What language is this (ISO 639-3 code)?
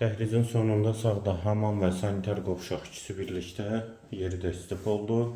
aze